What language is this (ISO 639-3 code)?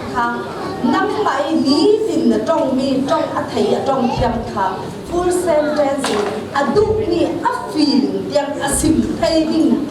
cfm